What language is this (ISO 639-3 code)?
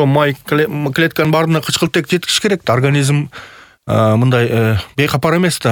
kir